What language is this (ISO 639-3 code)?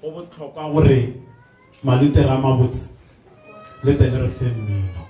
nso